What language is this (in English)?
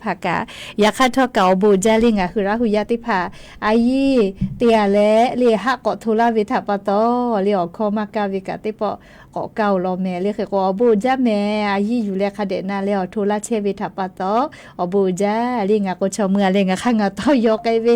Lahu